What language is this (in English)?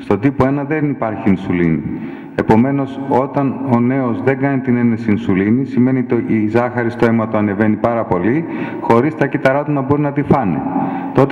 Greek